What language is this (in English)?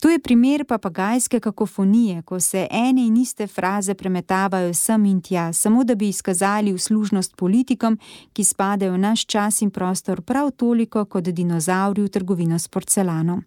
Slovenian